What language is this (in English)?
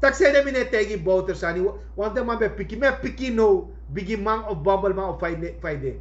Sranan Tongo